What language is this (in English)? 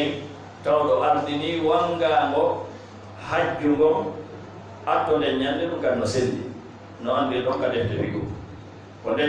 Fula